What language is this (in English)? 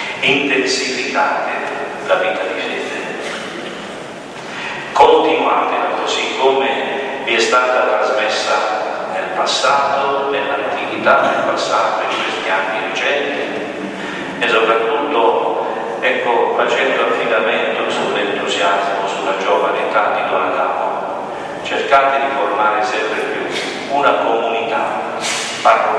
Italian